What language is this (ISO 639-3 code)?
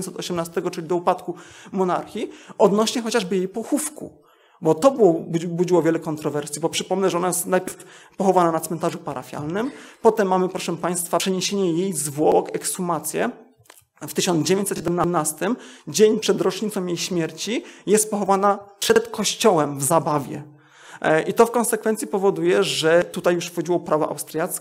pol